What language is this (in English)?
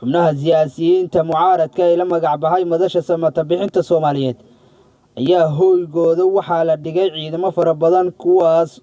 Somali